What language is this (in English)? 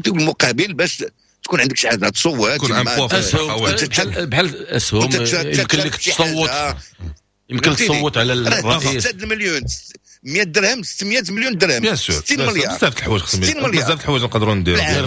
Moroccan Arabic